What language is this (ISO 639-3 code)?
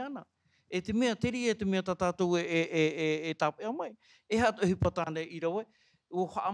tah